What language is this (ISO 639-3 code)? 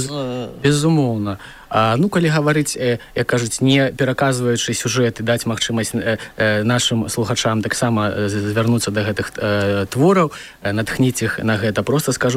bel